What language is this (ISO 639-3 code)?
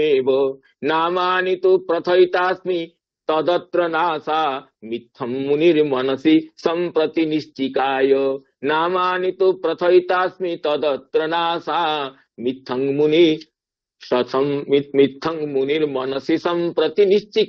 san